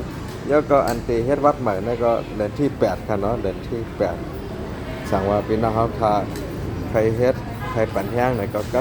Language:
Shan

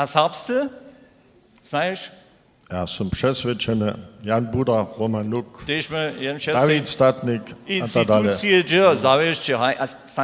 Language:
Upper Sorbian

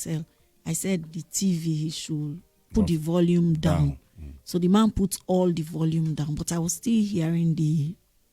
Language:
Nigerian Pidgin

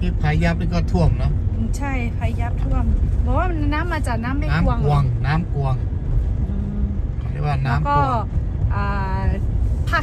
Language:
Lahu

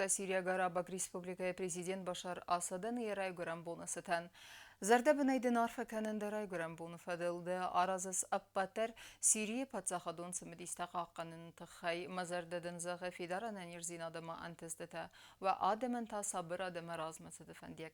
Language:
Ossetic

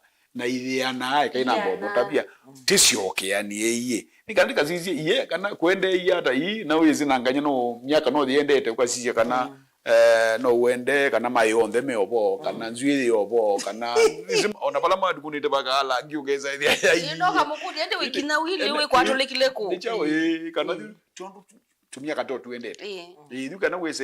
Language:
Kamba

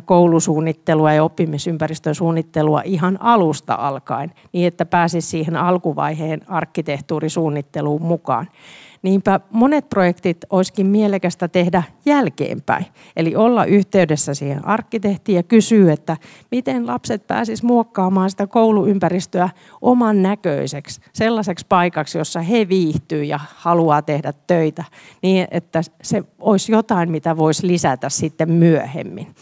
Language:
Finnish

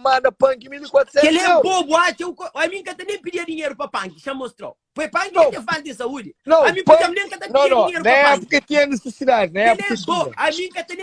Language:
Kabuverdianu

